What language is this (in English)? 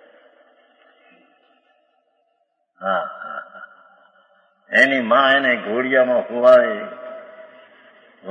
Gujarati